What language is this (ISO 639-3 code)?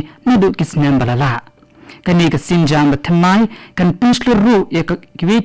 kha